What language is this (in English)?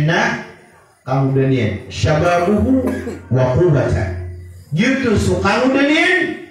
Maranao